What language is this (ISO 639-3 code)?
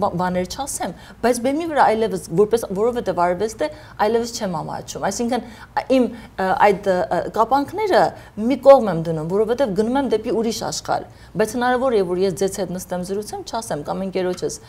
hye